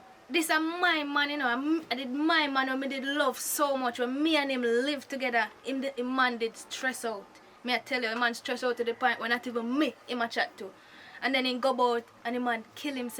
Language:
Jamaican Creole English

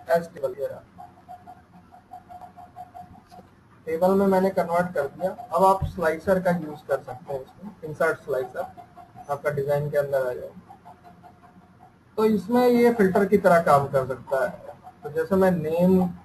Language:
Hindi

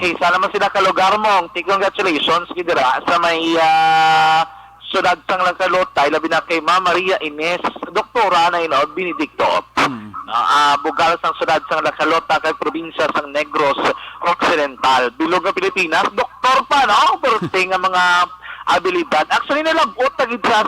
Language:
Hiligaynon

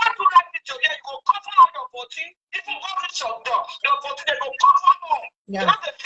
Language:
Nigerian Pidgin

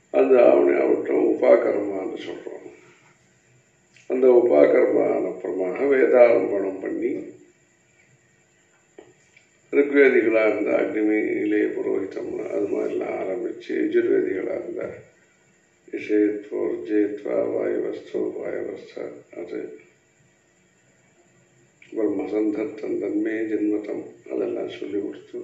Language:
Tamil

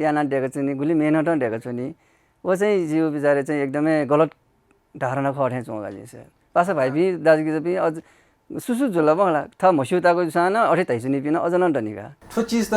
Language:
Newari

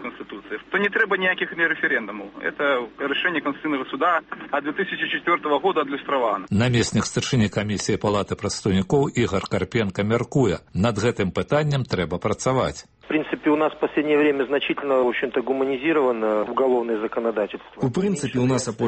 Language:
Belarusian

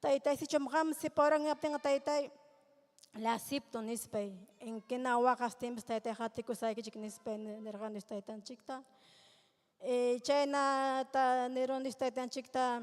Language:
Ayacucho Quechua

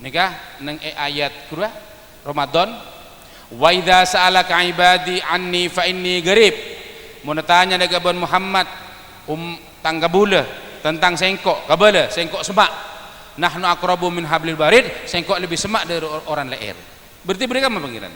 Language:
Madurese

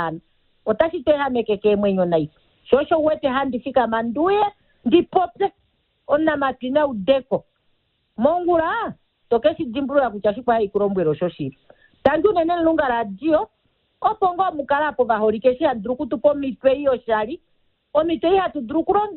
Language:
Kuanyama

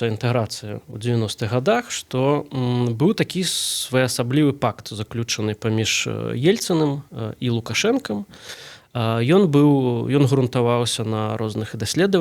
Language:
Belarusian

